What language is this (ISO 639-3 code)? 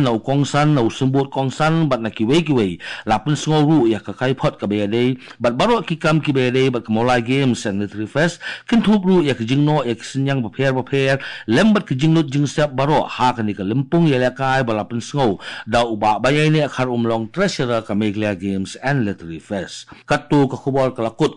kha